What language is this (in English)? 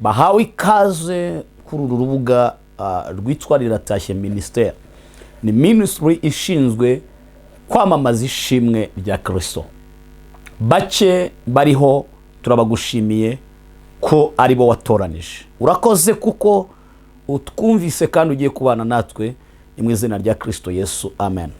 Kinyarwanda